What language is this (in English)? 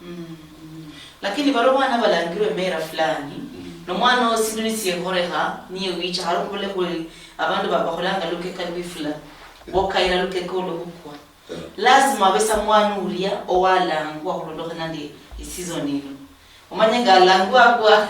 Luyia